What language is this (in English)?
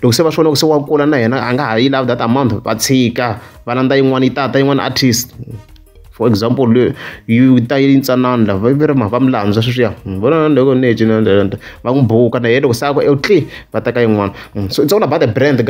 Tsonga